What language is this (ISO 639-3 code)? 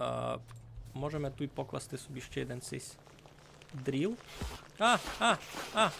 rue